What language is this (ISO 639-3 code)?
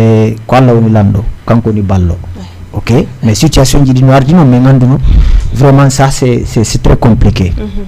ful